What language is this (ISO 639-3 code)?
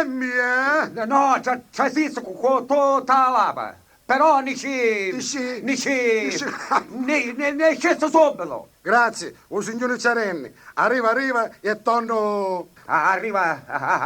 scn